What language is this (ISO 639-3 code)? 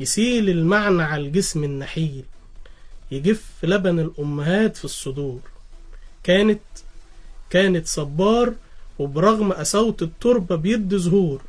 arz